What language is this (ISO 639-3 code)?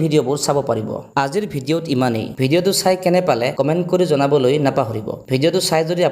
asm